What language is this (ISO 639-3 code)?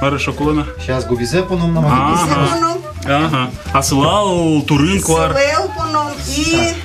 udm